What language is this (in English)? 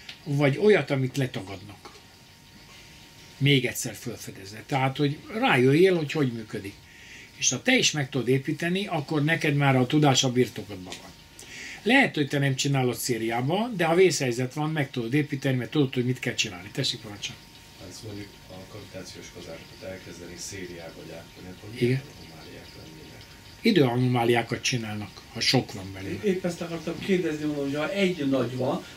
Hungarian